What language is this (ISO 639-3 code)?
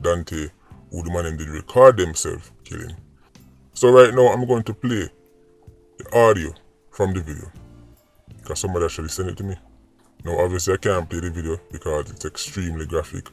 jam